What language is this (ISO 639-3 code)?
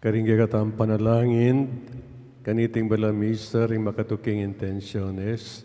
pam